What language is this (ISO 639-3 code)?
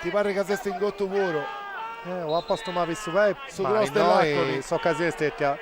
srd